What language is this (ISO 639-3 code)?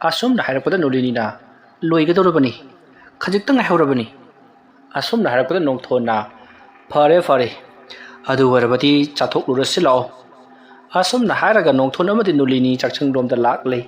mni